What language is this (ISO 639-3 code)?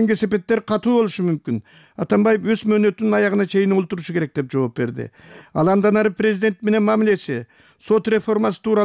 kir